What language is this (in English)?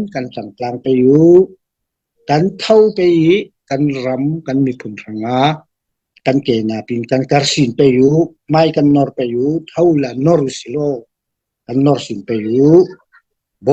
Falam Chin